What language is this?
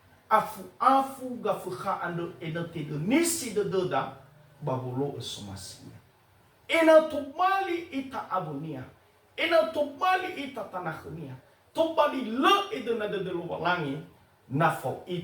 Nias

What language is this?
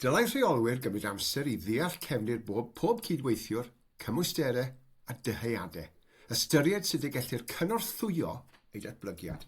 Welsh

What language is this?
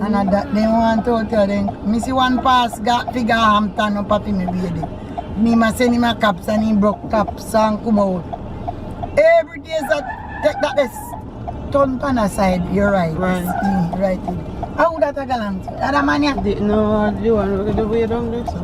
Jamaican Creole English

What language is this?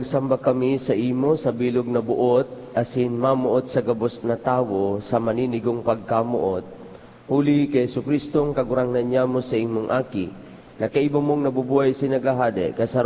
Bikol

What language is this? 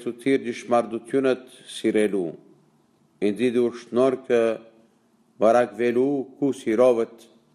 Western Armenian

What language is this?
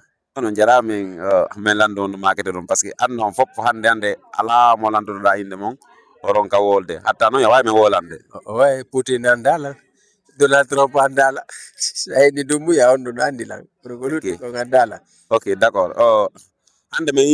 Fula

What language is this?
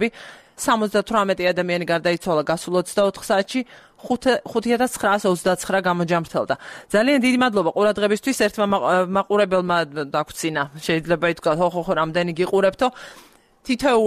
Georgian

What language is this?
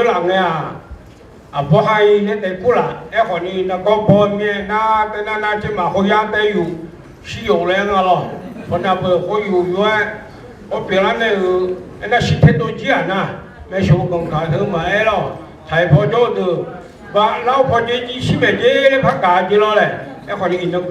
Akha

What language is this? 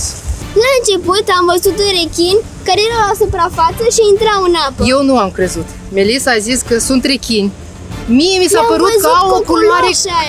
Romanian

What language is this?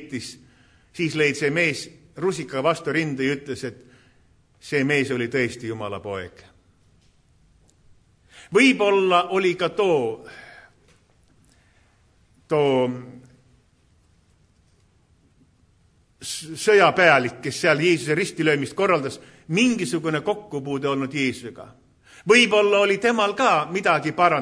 Estonian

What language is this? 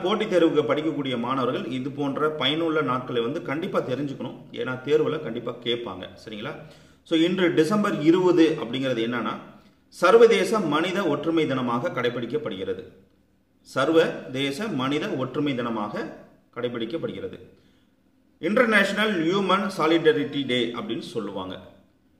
Tamil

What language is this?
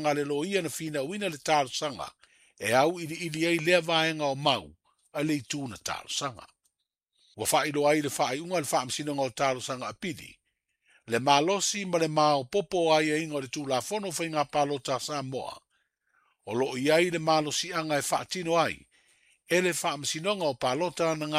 Samoan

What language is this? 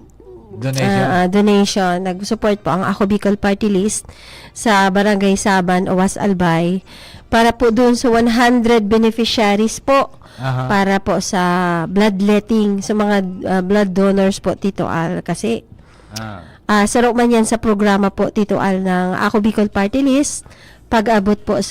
Bikol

